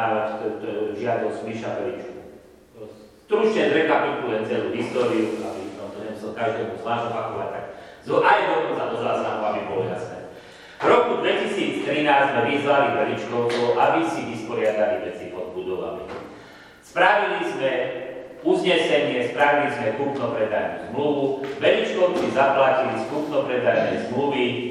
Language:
Slovak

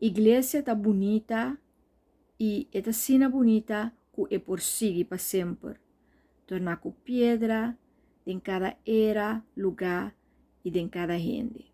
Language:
Papiamento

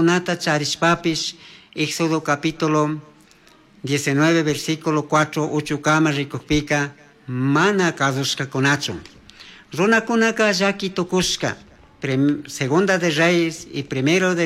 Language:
Chimborazo Highland Quichua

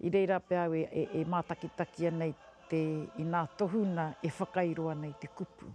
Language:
Māori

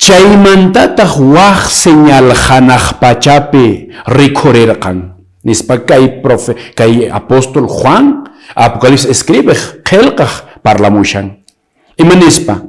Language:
Quechua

